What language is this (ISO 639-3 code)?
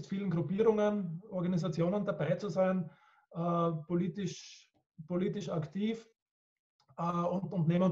deu